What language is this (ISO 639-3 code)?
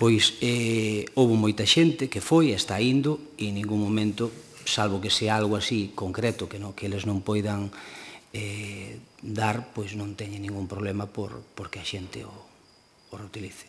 glg